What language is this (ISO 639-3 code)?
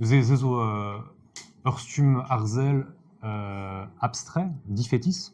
bre